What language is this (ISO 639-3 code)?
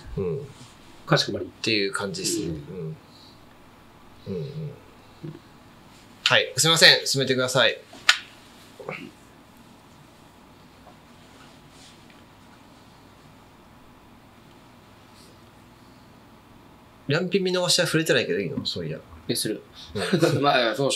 jpn